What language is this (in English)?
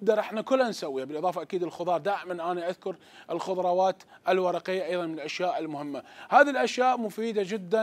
Mesopotamian Arabic